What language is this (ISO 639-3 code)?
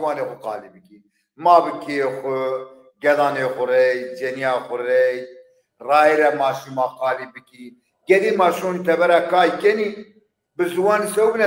zza